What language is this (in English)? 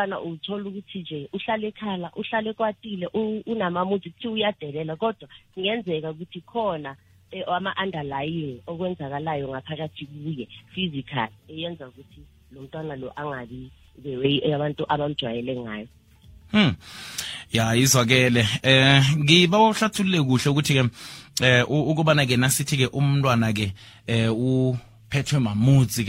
South Ndebele